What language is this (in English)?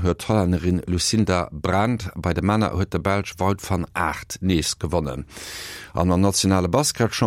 Luxembourgish